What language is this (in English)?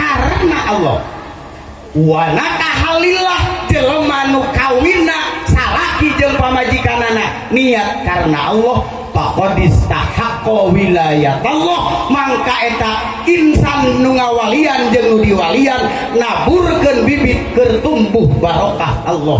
Sundanese